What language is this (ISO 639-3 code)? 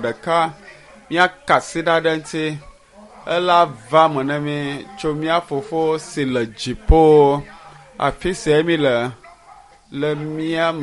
ewe